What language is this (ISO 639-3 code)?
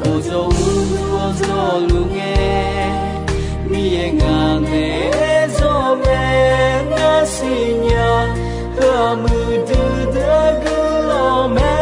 ahk